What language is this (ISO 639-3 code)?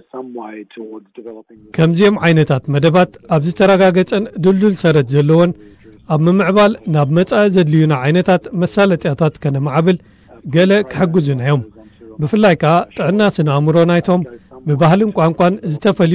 tir